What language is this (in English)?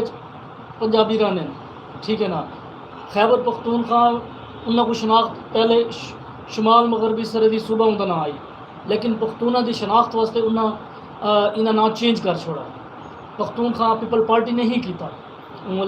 Saraiki